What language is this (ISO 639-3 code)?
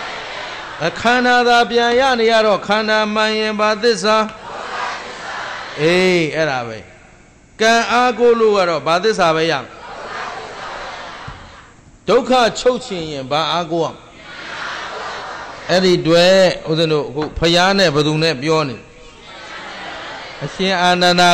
mya